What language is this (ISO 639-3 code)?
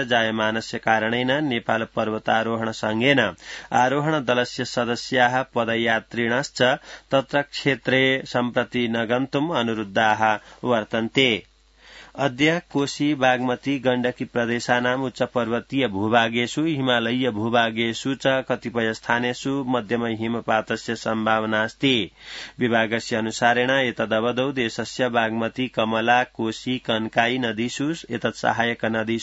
san